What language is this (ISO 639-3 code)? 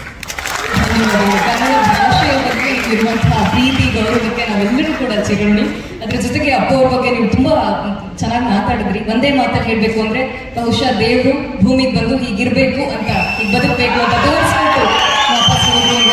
kan